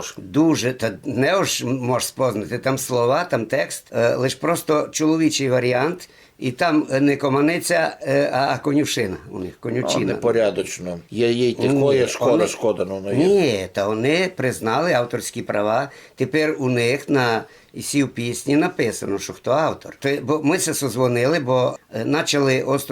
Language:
Rusyn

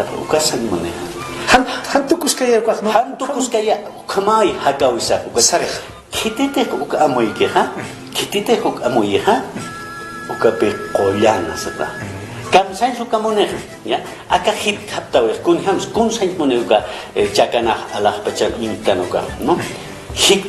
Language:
Aymara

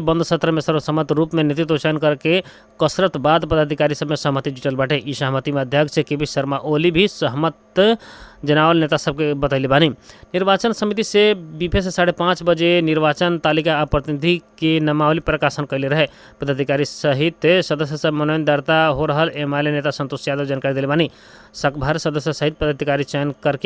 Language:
Bhojpuri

